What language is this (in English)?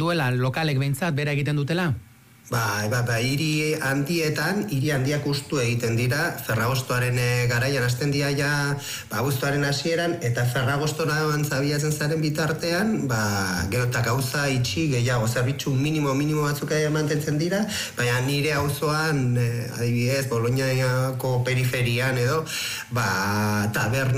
Basque